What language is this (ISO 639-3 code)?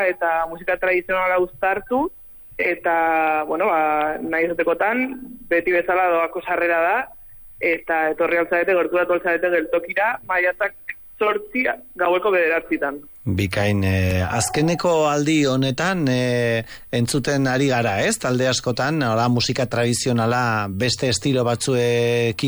eus